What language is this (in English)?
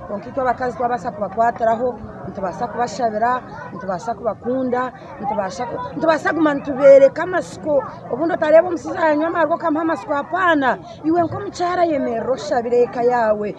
Nyankole